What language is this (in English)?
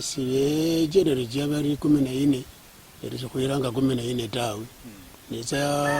Luyia